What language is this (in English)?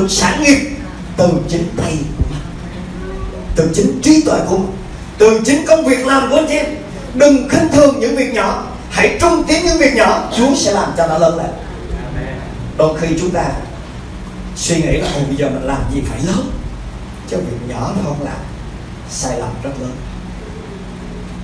Vietnamese